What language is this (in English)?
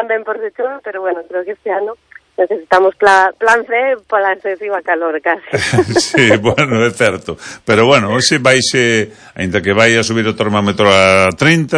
Galician